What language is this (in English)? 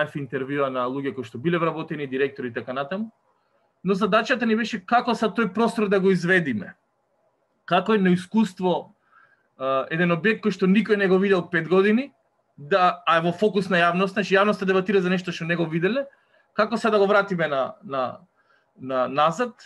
Macedonian